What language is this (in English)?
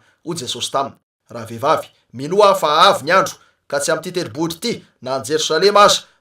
Malagasy